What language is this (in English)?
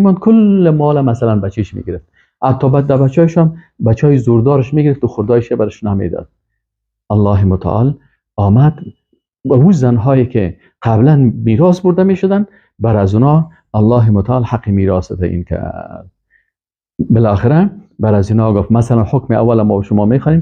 Persian